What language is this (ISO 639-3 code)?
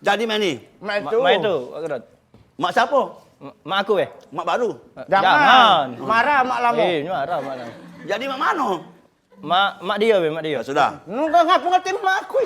mui